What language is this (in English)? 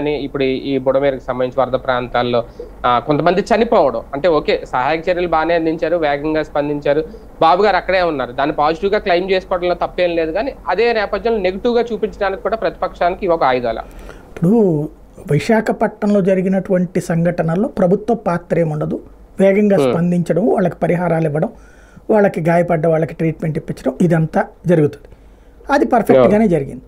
Telugu